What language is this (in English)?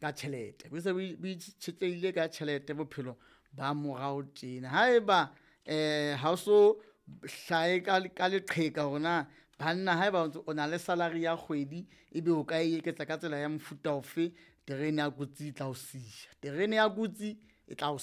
Southern Sotho